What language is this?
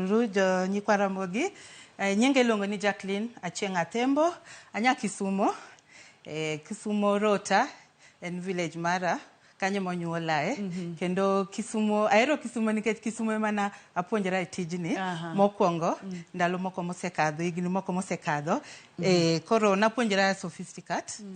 Luo (Kenya and Tanzania)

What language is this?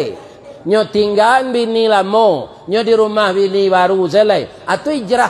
Minangkabau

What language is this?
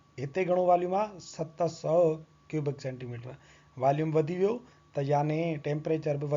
Sindhi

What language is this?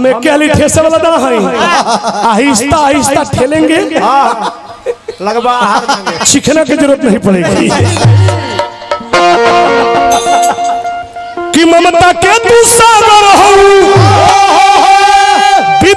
Bhojpuri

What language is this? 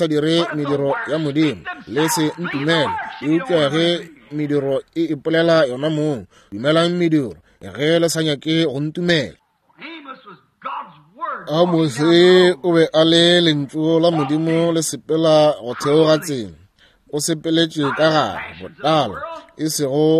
Northern Sotho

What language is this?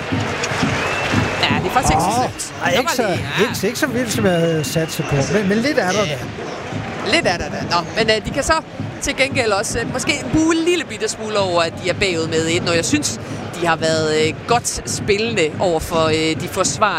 Danish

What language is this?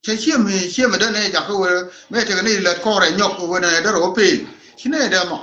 Nuer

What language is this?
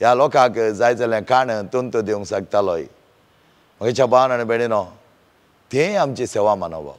Konkani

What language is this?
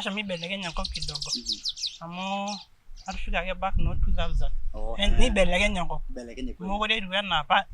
Masai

